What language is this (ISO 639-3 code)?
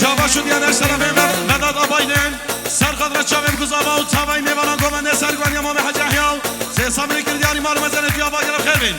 kur